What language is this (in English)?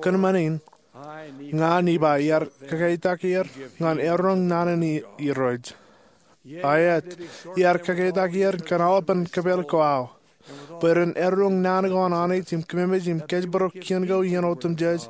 Marshallese